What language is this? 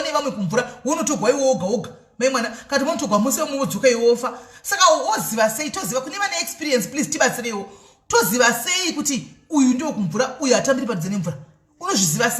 Shona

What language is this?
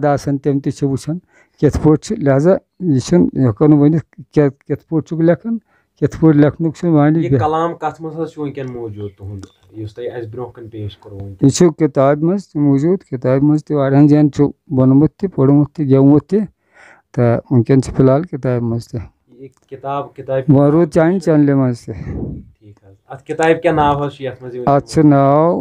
Kashmiri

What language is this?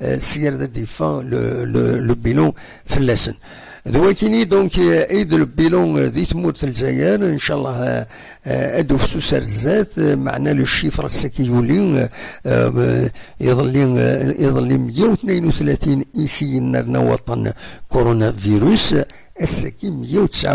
Kabyle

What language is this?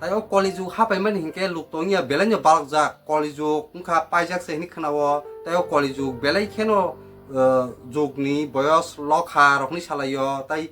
Kok Borok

